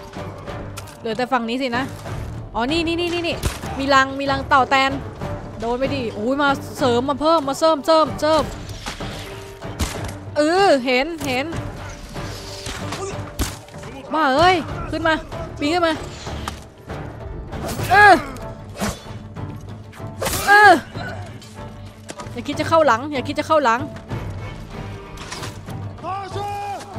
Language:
Thai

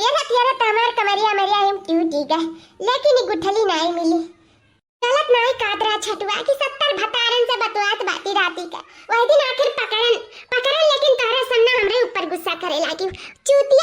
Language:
Awadhi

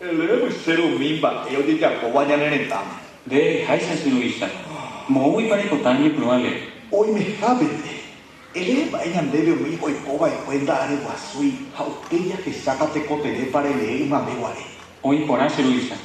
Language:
Guarani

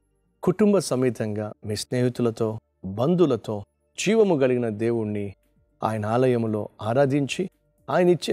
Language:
Telugu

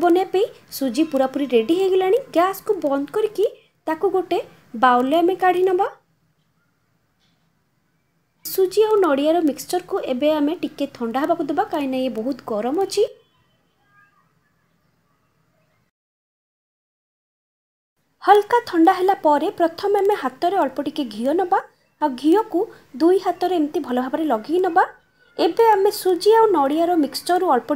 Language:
Odia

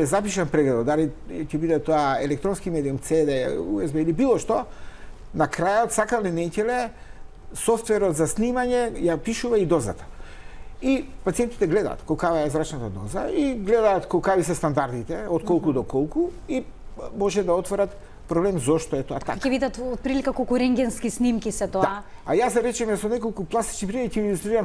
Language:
Macedonian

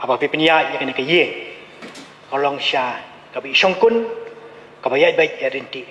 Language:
Khasi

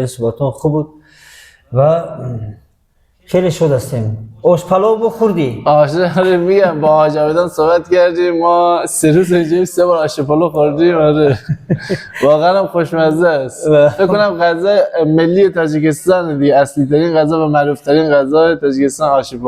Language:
Tajik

